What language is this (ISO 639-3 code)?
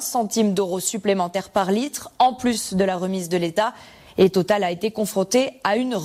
fra